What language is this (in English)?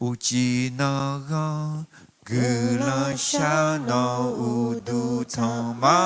Akha